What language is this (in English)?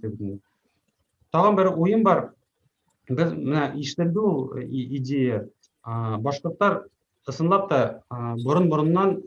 Bashkir